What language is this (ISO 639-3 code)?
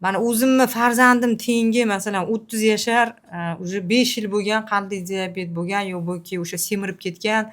uzb